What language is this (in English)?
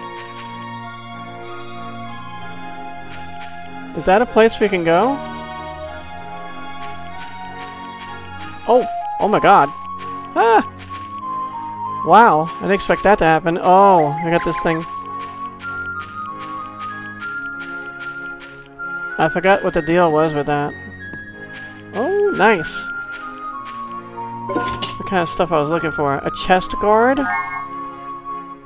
English